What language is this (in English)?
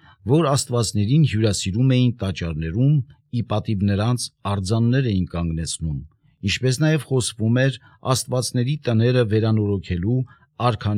Armenian